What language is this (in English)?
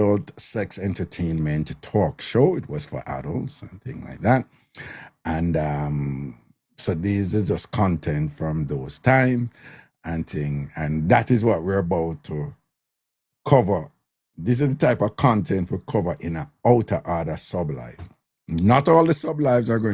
Jamaican Creole English